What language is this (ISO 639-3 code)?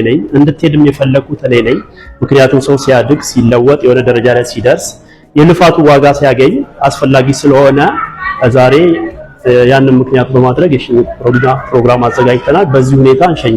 amh